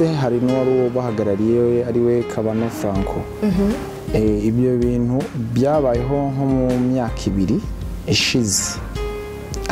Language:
Kinyarwanda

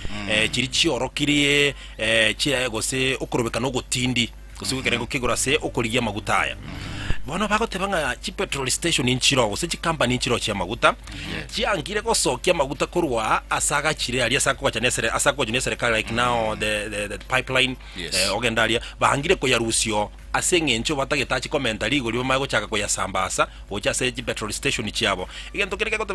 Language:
Gusii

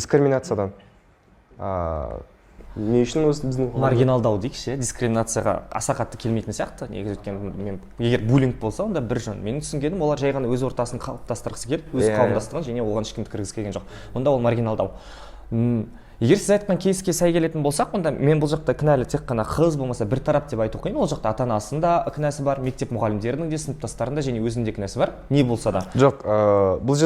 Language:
Kazakh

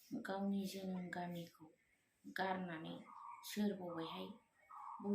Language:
Bodo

